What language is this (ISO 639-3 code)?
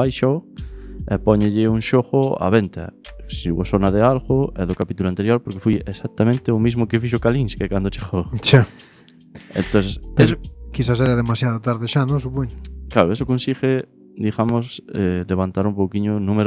glg